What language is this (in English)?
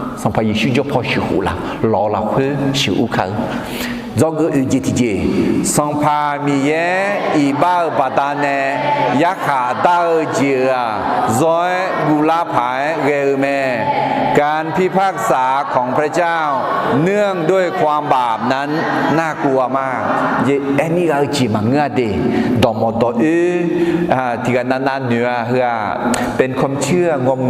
Akha